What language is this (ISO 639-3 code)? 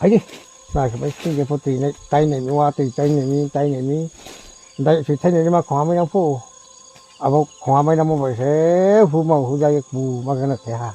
ria